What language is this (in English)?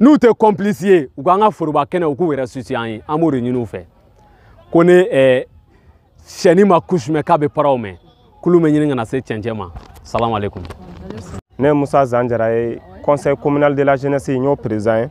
Bambara